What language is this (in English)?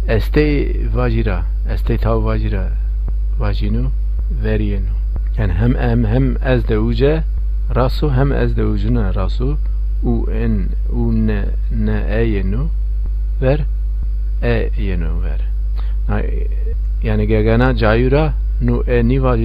Zaza